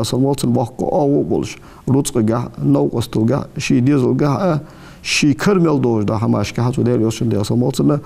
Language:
Ingush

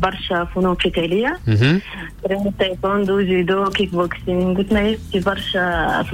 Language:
Tunisian Arabic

